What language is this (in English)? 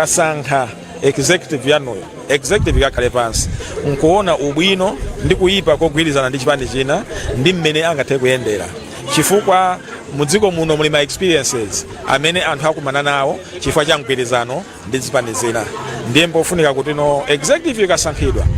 Nyanja